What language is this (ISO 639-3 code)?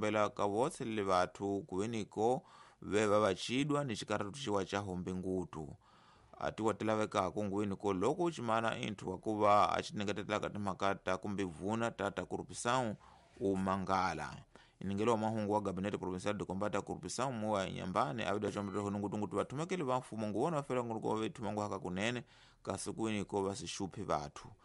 tso